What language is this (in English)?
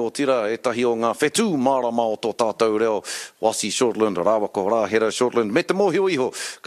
Māori